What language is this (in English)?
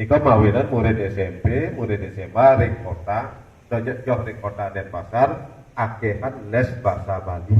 Balinese